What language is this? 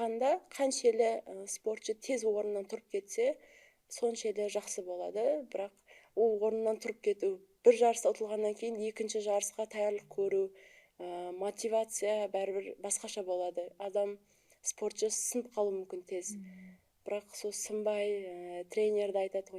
Kara-Kalpak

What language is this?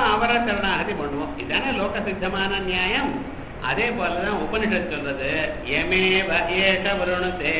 Tamil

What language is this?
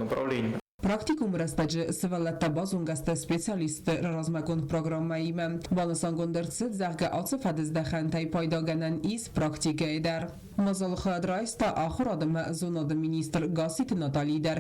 Ossetic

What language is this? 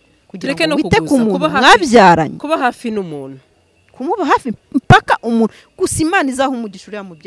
Kinyarwanda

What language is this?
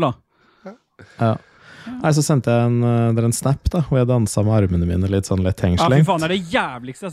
Norwegian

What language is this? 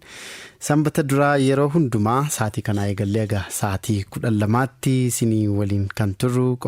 Oromo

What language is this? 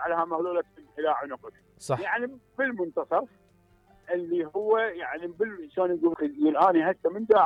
Mesopotamian Arabic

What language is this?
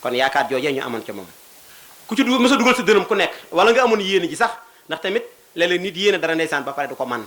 Wolof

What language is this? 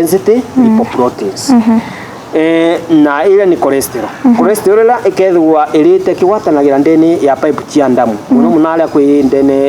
Meru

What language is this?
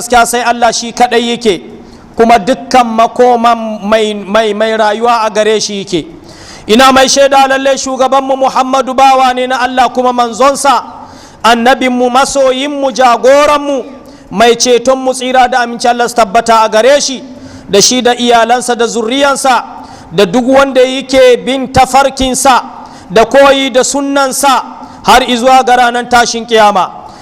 Hausa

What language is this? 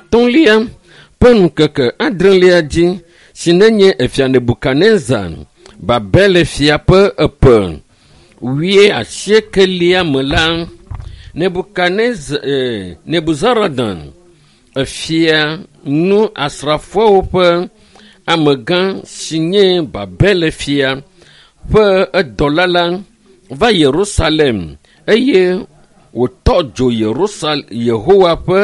Ewe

